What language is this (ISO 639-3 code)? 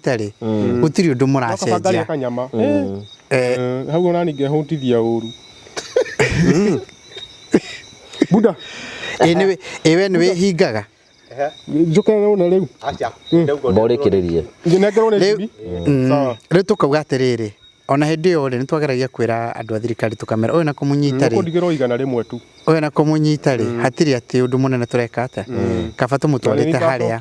kik